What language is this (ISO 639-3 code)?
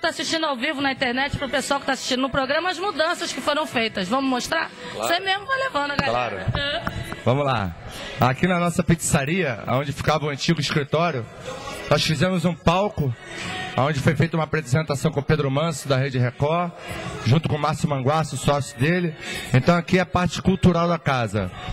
por